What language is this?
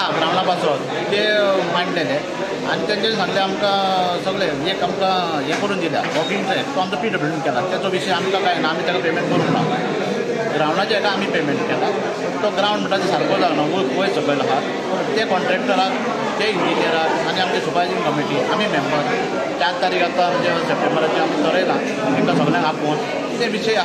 Konkani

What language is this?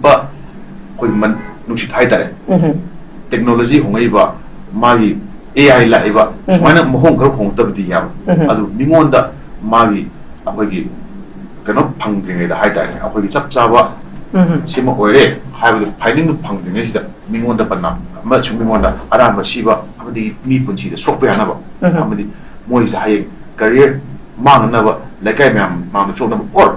Manipuri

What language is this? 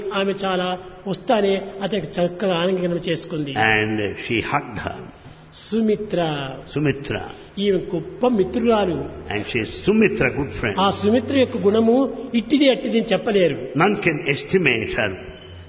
Telugu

